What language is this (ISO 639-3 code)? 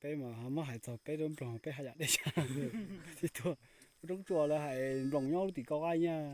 hmn